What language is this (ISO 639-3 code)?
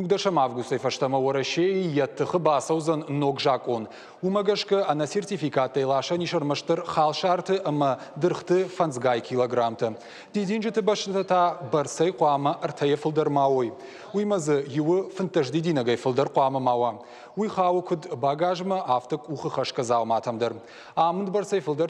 oss